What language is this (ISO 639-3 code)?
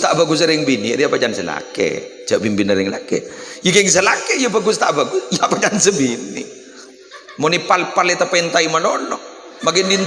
mad